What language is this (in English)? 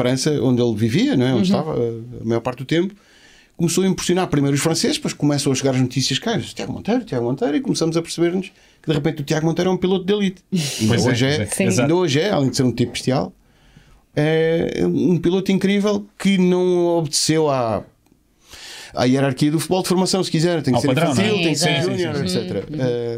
Portuguese